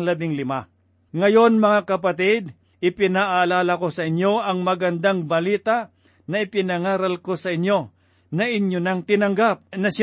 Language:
Filipino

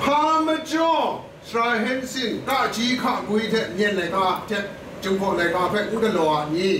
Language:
Kachin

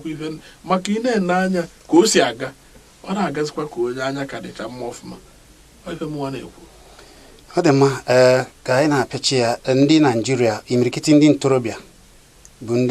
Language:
Igbo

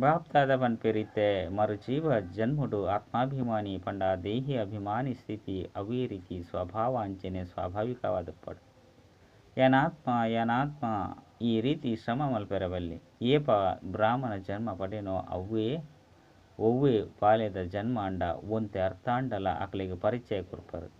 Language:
Tulu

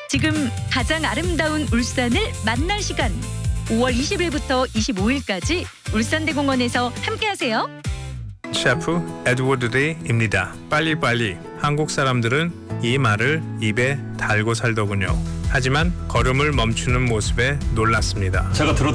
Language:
Korean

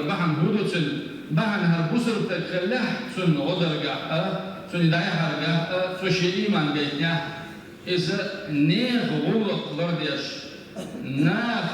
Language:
Chechen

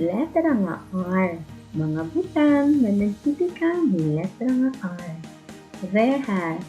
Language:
Waray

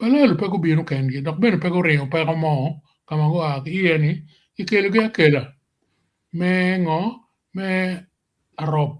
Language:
Acoli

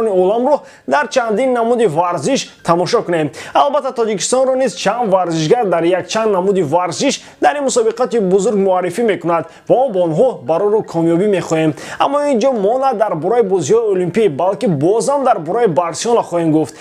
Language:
Tajik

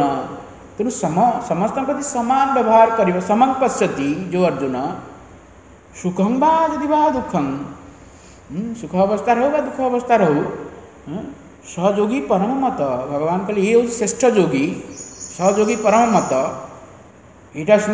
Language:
Odia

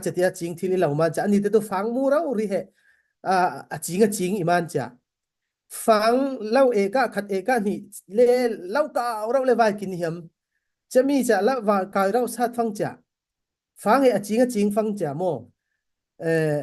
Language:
Falam Chin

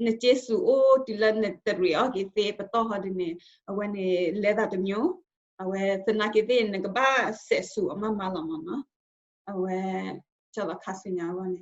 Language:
S'gaw Karen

